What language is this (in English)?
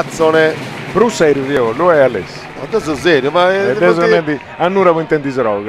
Sardinian